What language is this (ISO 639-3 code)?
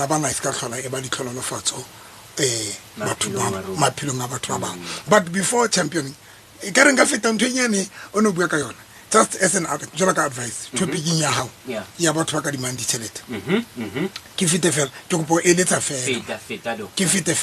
sot